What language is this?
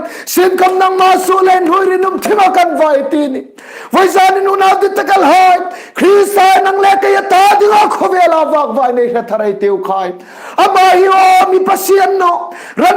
Hmar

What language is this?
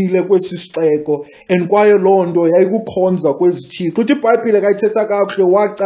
Xhosa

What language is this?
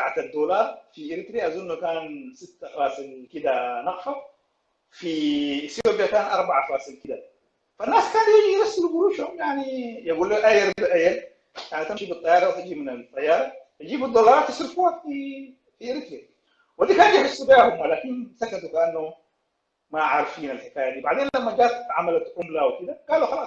Sudanese Arabic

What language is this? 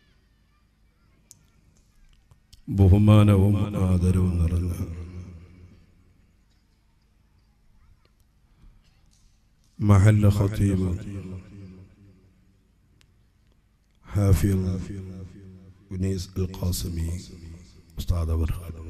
Malayalam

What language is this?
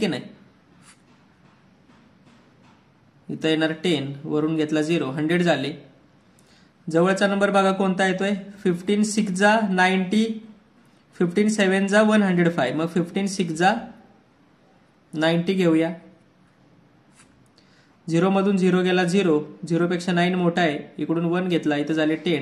Marathi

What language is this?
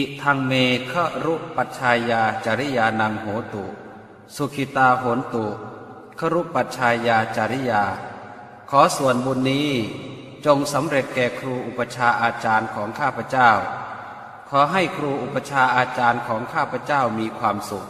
Pali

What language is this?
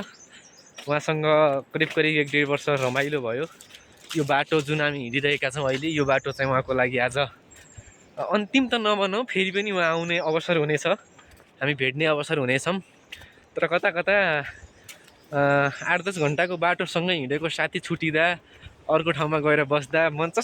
Nepali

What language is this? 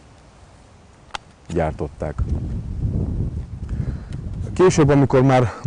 Hungarian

